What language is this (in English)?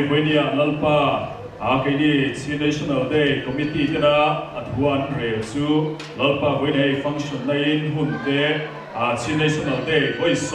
Hakha Chin